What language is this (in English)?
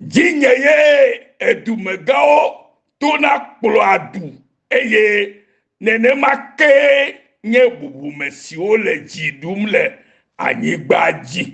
Ewe